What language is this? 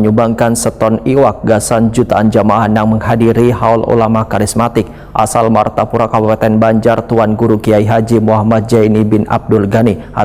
Banjar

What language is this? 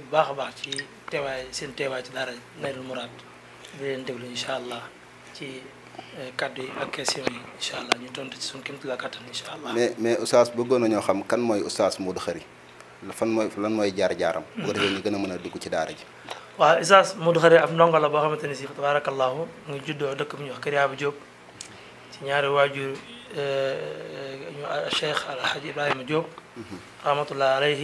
Wolof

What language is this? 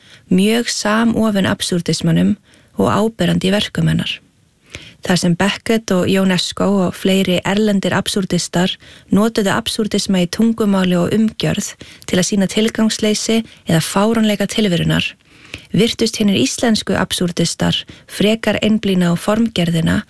Icelandic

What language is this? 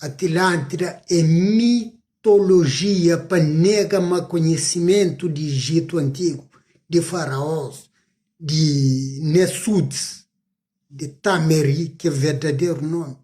Kabuverdianu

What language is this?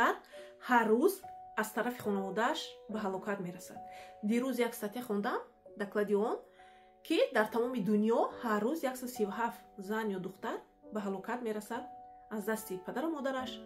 Tajik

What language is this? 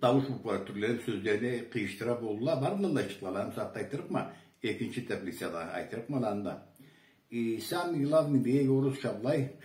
Karachay-Balkar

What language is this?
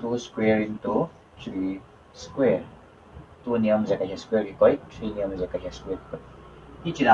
Paite Chin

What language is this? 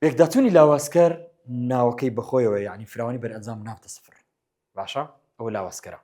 Central Kurdish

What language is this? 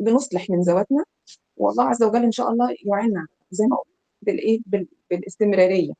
Egyptian Arabic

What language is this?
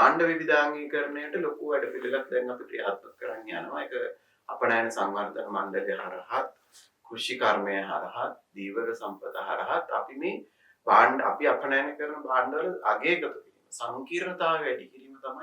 Sinhala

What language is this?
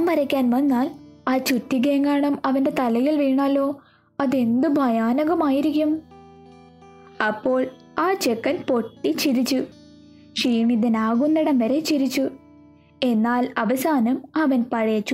Malayalam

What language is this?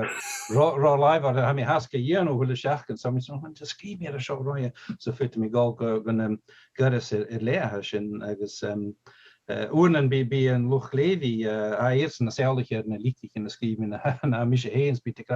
Scottish Gaelic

